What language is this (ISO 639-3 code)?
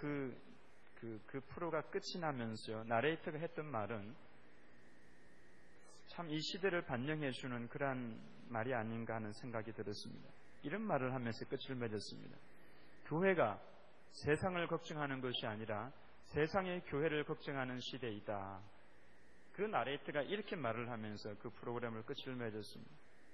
kor